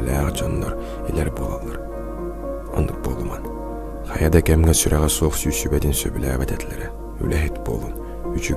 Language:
Yakut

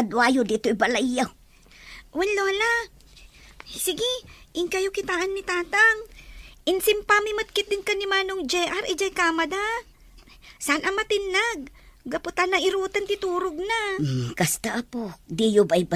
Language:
Iloko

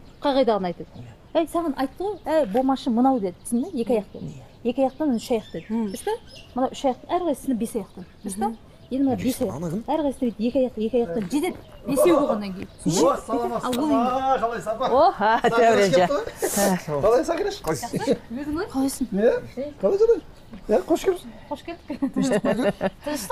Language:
Kazakh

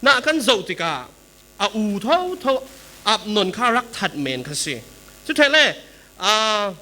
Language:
Falam Chin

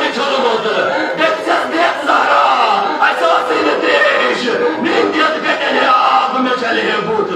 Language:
Kashmiri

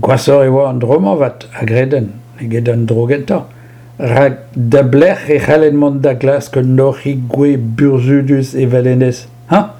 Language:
Breton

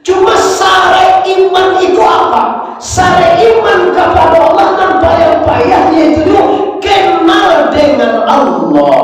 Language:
Minangkabau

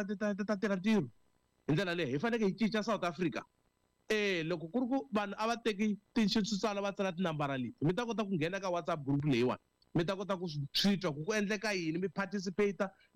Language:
Tsonga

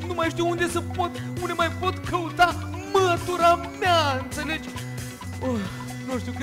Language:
Romanian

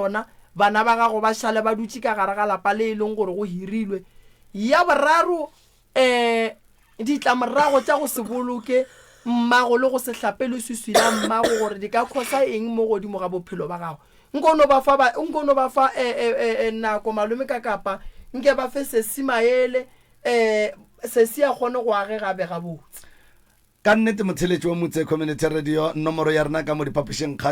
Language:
Northern Sotho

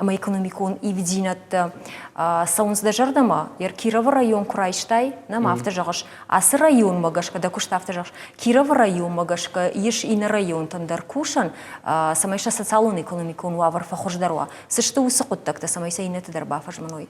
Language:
Ossetic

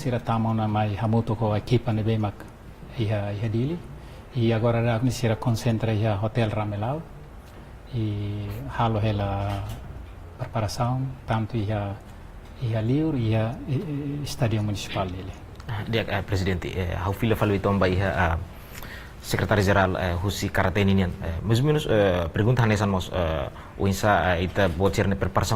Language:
Tetum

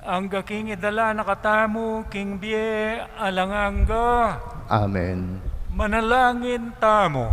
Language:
Pampanga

